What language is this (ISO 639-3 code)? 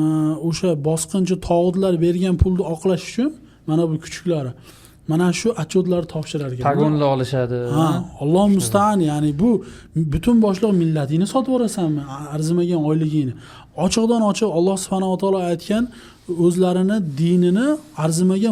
uzb